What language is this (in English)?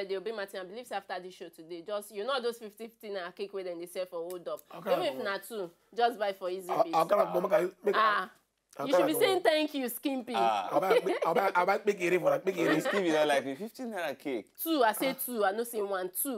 Nigerian Pidgin